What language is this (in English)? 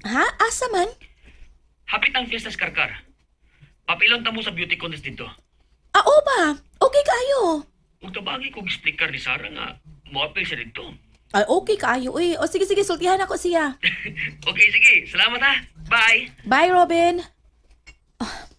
Cebuano